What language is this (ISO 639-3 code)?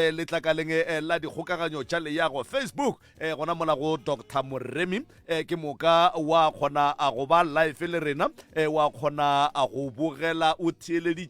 nso